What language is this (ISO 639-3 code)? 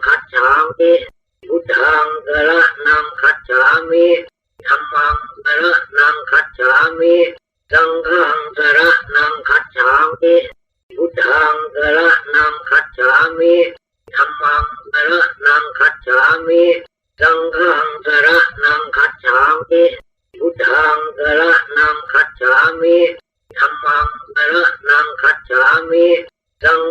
pli